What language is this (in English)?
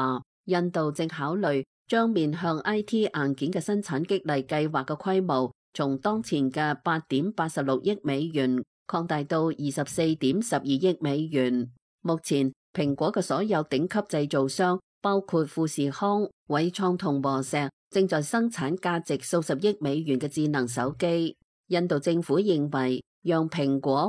Cantonese